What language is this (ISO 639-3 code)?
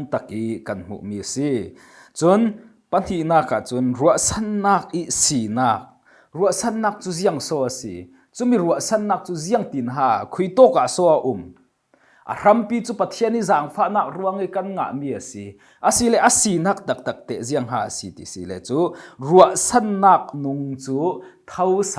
cfm